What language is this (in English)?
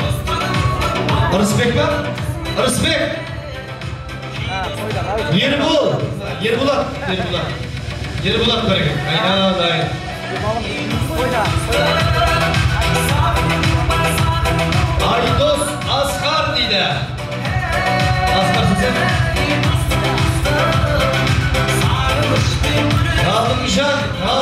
Kazakh